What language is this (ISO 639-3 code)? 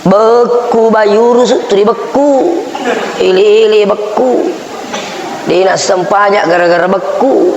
bug